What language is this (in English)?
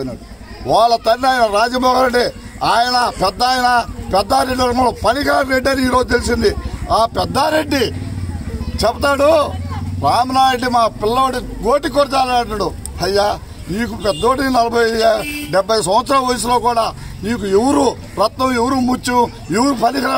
Telugu